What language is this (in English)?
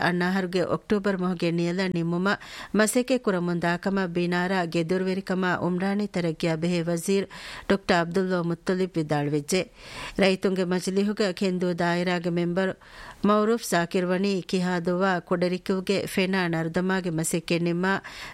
Divehi